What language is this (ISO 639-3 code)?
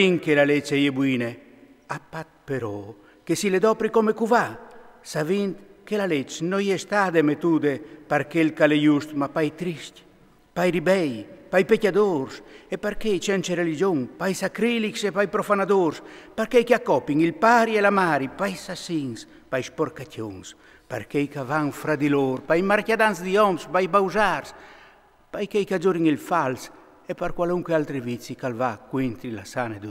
fur